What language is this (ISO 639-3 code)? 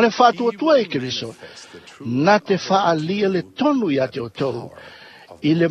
smo